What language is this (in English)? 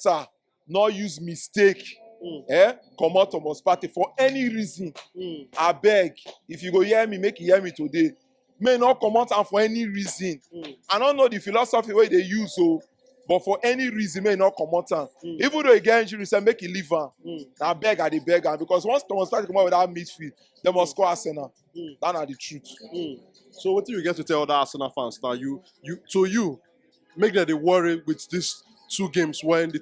Nigerian Pidgin